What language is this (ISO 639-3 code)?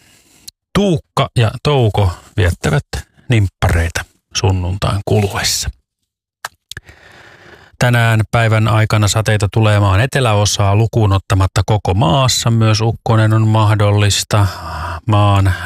fin